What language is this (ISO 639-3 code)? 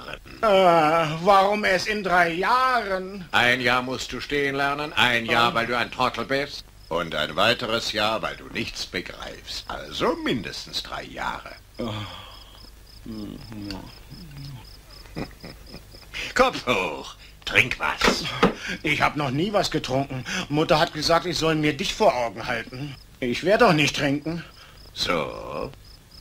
deu